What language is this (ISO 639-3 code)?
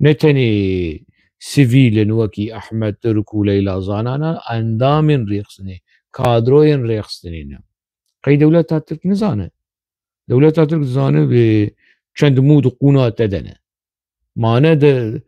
kur